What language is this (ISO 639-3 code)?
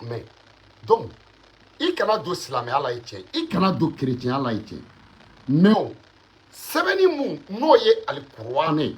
bam